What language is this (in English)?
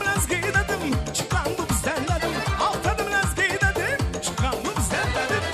Kara-Kalpak